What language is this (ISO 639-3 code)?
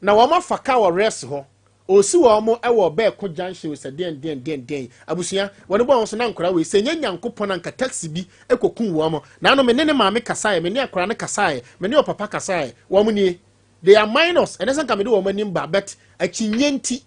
aka